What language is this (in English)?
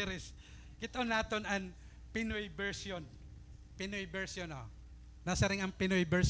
Waray